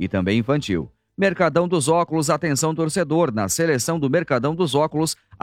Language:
Portuguese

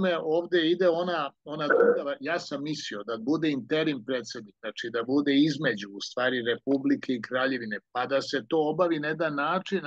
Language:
Serbian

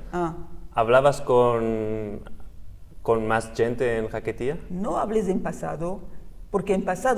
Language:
Ladino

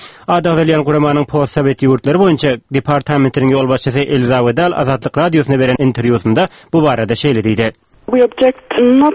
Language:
Turkmen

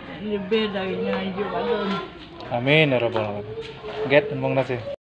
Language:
Achinese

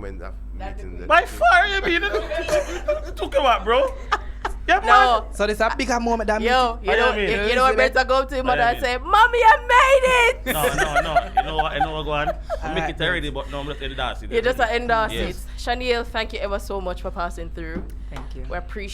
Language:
Jamaican Creole English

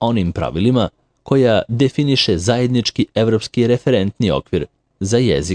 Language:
Serbian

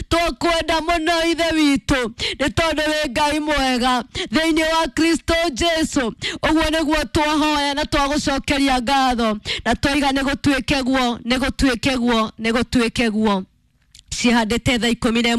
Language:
Kikuyu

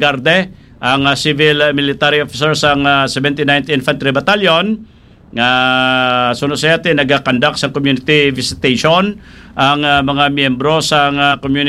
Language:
Hiligaynon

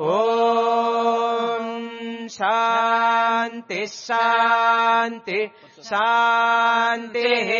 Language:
Sanskrit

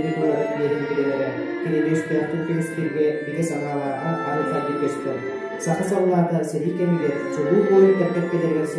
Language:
Yakut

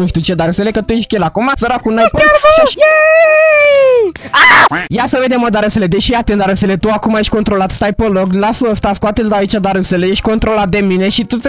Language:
Romanian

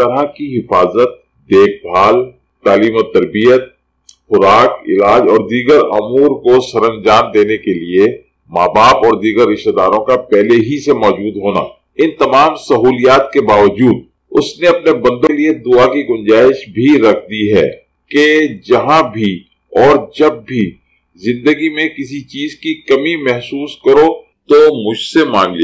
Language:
Urdu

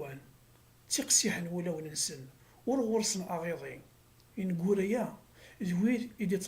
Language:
Kabyle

